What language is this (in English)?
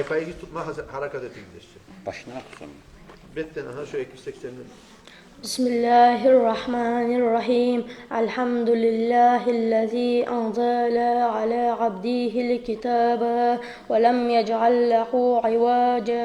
Kumyk